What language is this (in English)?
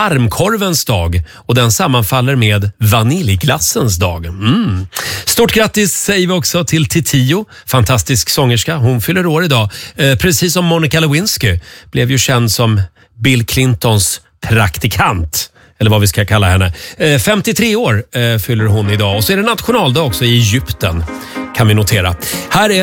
Swedish